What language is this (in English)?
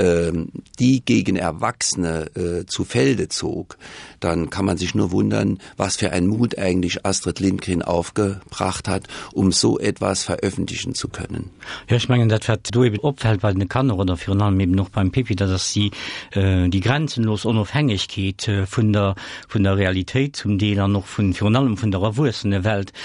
Luxembourgish